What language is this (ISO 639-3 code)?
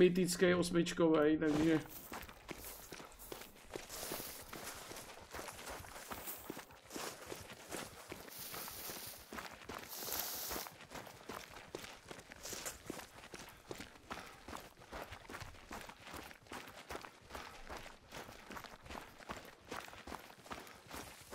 ces